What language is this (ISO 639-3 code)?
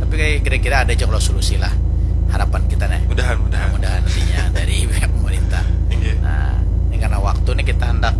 bjn